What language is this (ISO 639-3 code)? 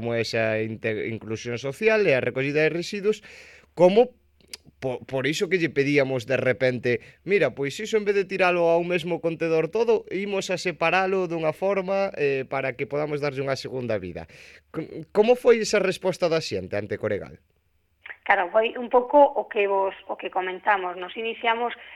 glg